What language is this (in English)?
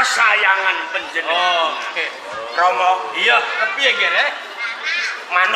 Javanese